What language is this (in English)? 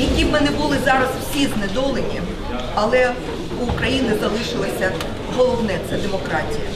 Crimean Tatar